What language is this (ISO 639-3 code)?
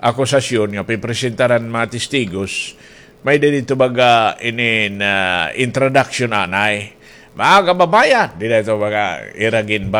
war